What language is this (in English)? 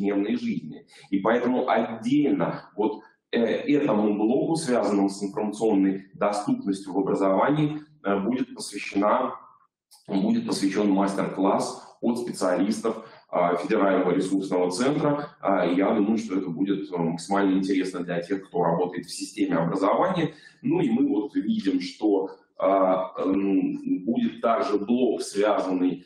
Russian